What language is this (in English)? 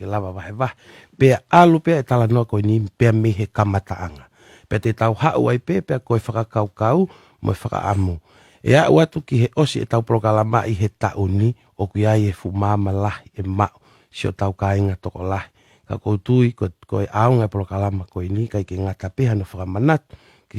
Tongan